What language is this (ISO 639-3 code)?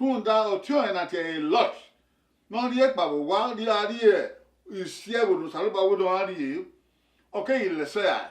bin